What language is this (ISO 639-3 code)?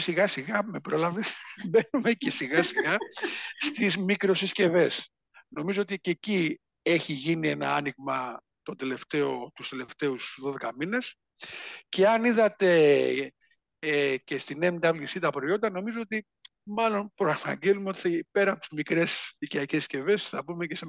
ell